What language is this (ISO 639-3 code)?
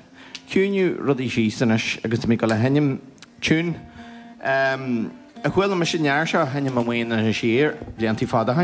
gle